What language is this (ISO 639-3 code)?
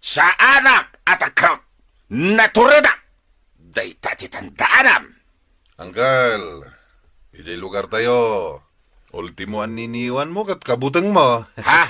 ilo